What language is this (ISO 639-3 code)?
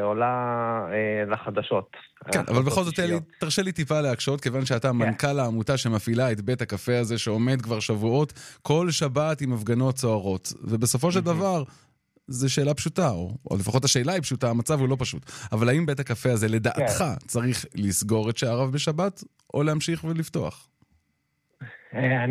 heb